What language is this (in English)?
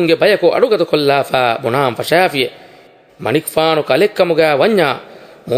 Divehi